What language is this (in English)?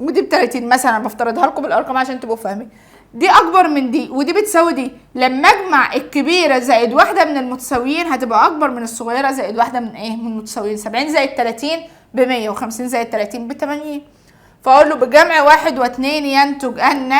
Egyptian Arabic